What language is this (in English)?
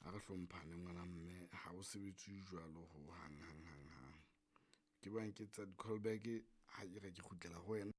Southern Sotho